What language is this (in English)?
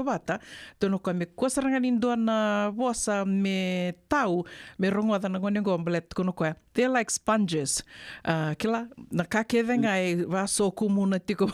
Fijian